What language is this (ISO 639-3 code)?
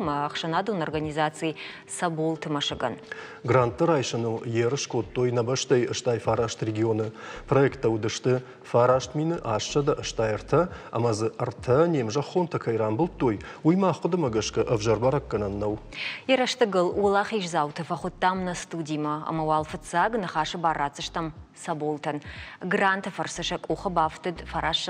oss